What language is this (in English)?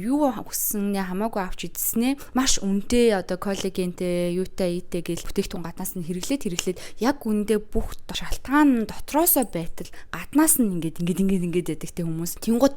Mongolian